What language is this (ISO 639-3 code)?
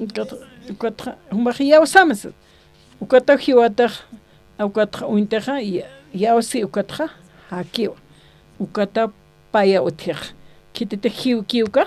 aym